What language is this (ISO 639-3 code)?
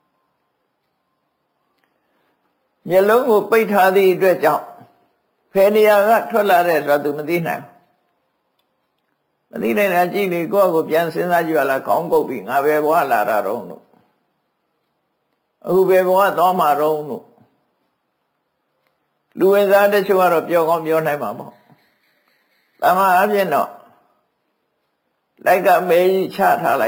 mya